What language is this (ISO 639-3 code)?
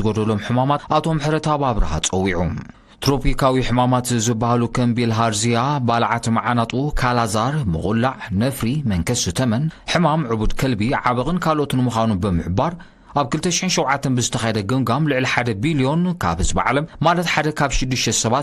tir